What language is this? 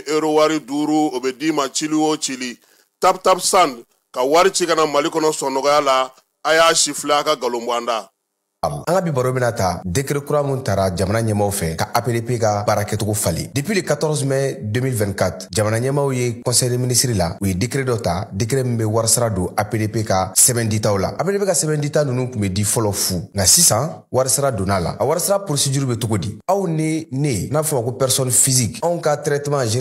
Bambara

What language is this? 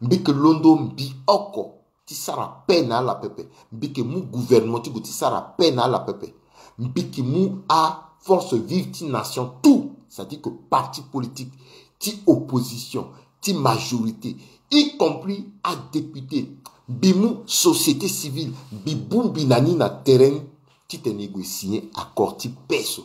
Sango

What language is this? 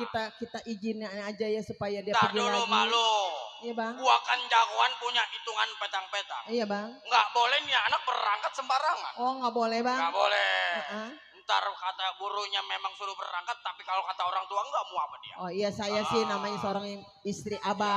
Betawi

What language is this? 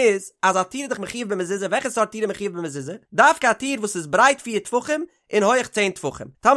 Yiddish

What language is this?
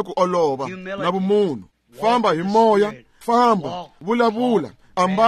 Tsonga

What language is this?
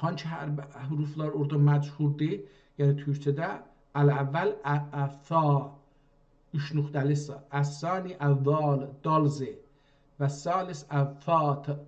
South Azerbaijani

